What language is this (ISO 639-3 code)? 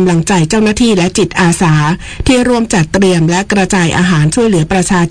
tha